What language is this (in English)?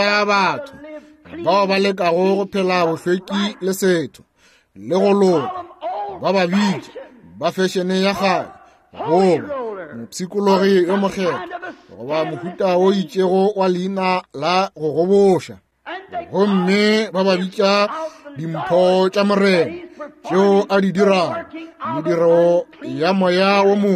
Northern Sotho